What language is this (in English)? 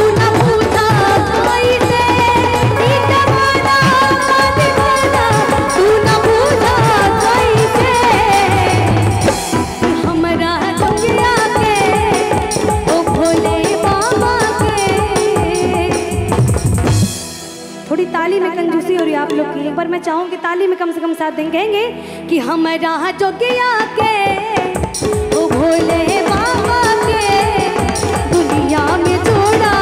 Bhojpuri